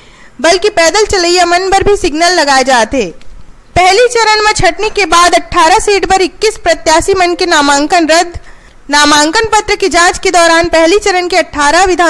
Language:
Chhattisgarhi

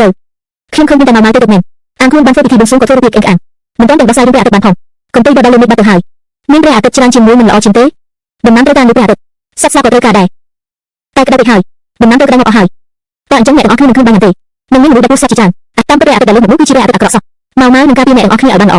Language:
Khmer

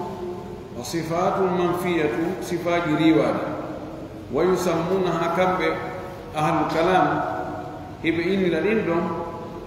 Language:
Pular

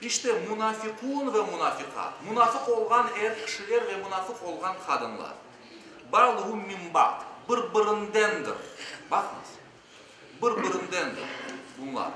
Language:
Crimean Tatar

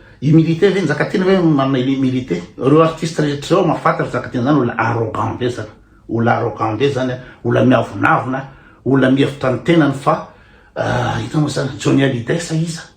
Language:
Malagasy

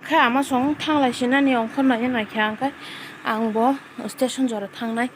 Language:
Kok Borok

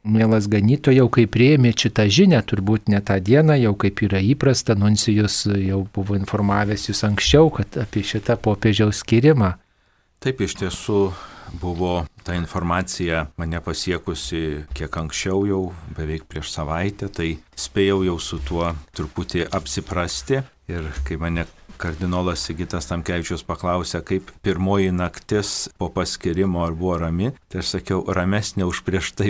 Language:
Lithuanian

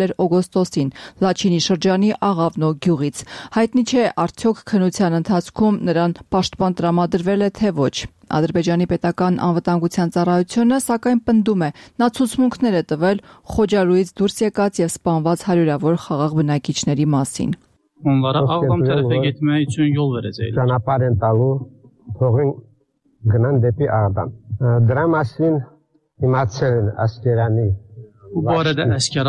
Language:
Armenian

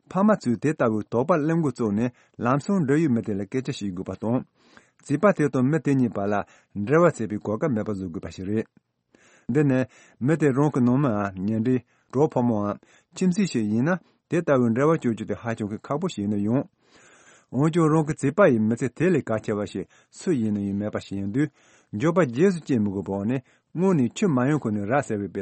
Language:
Tibetan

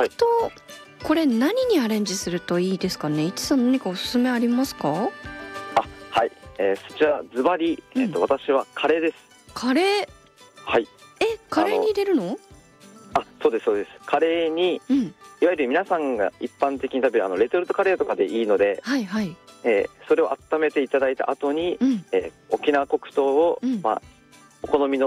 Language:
Japanese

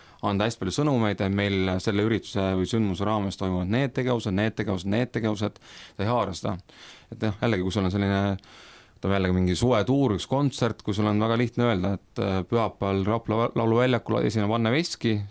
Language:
Estonian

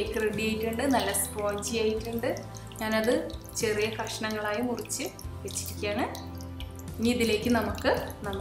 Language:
Malayalam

